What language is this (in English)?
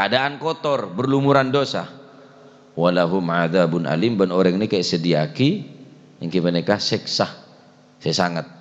Madurese